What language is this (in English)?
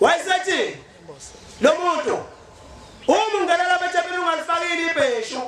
Zulu